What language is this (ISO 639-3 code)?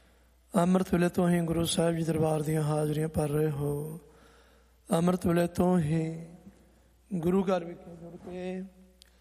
pan